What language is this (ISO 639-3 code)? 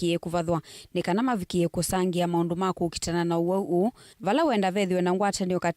kam